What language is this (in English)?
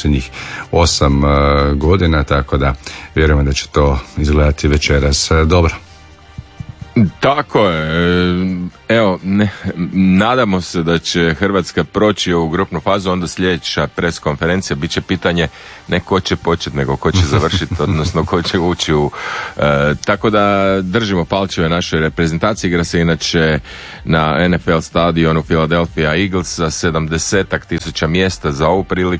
Croatian